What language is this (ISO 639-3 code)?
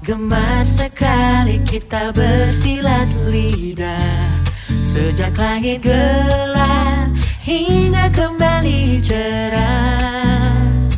ind